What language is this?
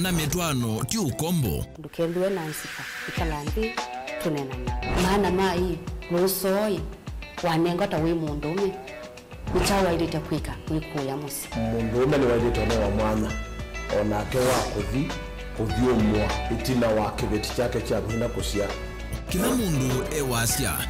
Kamba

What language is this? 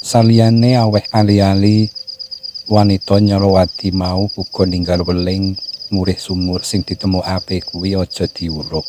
Javanese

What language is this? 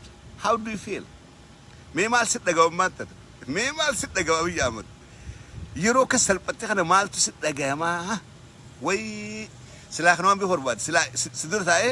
Oromo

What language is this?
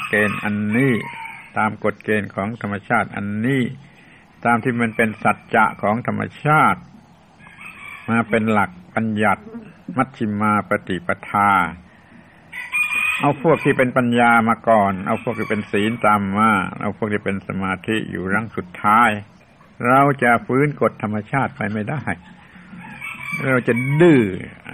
Thai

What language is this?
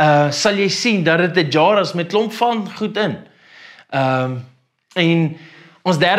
Afrikaans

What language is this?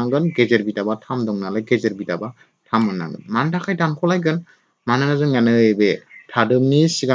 Bodo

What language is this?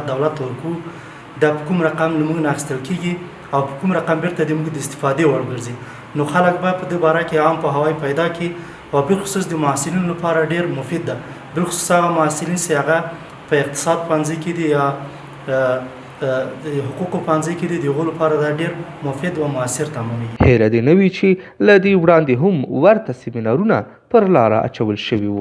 Pashto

